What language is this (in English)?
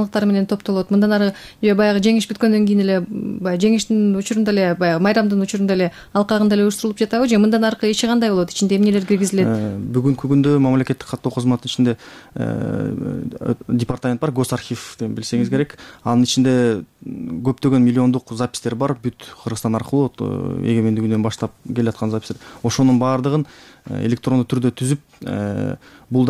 Kyrgyz